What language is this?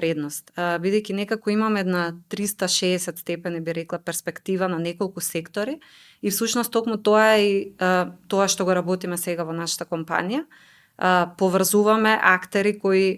Macedonian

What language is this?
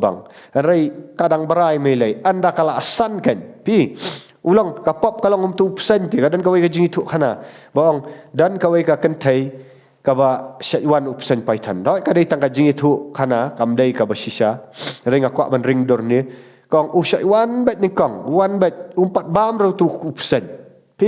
Khasi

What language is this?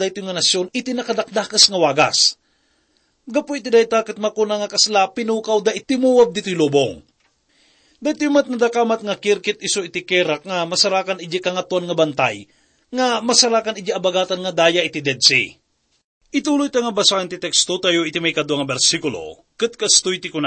Iloko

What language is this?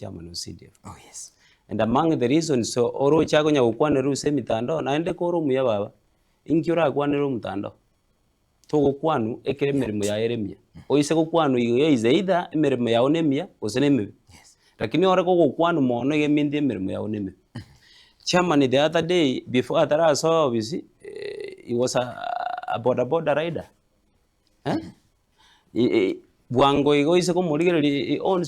Gusii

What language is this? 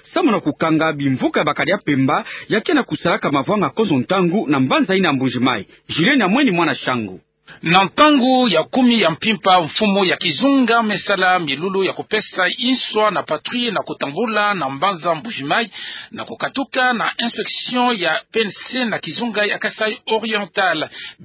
Kituba (Democratic Republic of Congo)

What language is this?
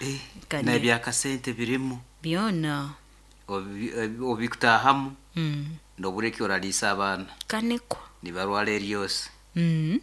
Nyoro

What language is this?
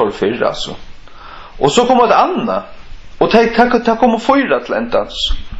Faroese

